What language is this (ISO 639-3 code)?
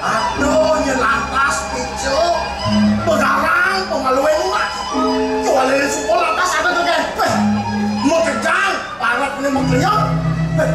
ban